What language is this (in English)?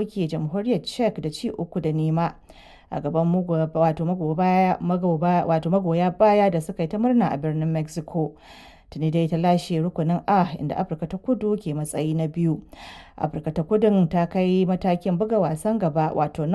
Hausa